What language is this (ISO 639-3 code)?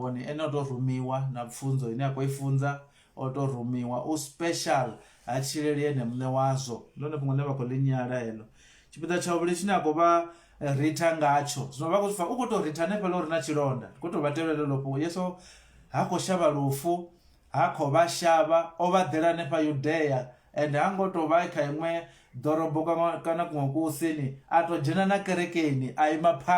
ven